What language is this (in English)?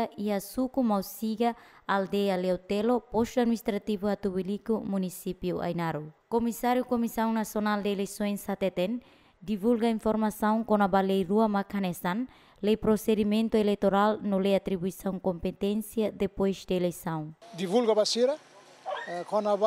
Tetum